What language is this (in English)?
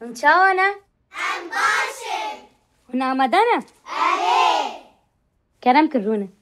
Kurdish